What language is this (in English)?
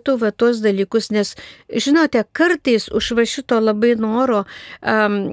Lithuanian